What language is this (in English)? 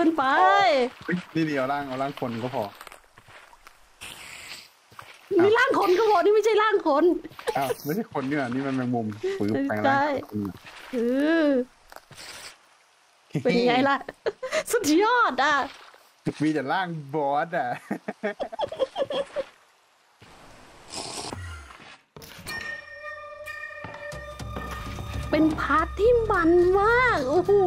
Thai